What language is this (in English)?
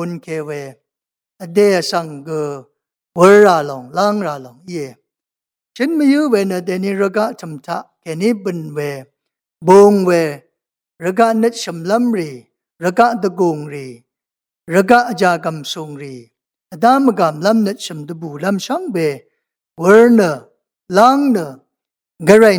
Rawang